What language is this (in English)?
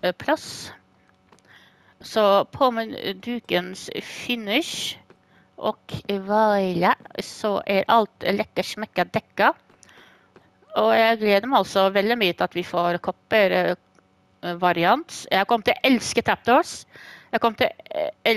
Norwegian